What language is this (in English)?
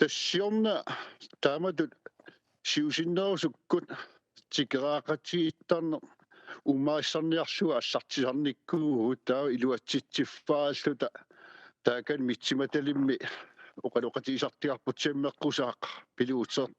Kalaallisut